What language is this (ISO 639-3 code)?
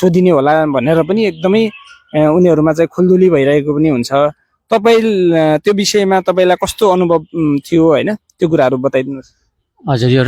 nep